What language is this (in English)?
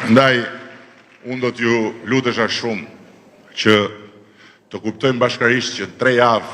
Albanian